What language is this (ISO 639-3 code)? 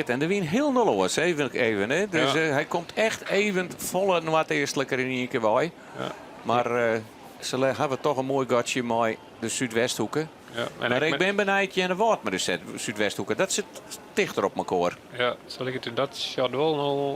fry